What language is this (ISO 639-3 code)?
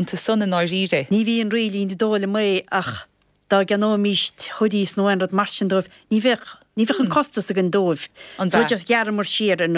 gle